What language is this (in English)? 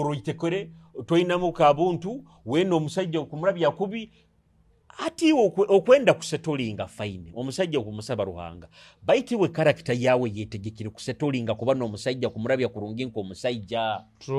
Nyoro